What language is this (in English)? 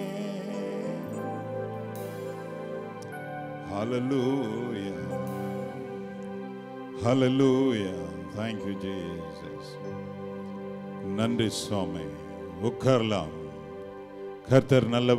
Tamil